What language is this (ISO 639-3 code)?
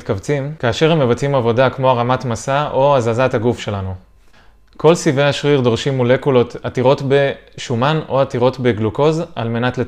heb